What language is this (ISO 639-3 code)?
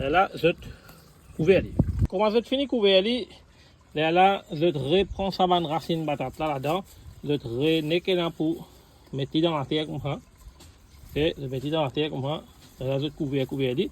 mfe